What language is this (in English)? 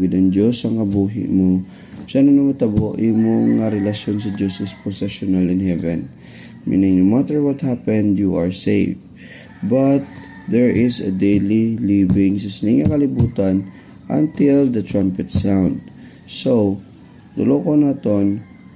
Hiligaynon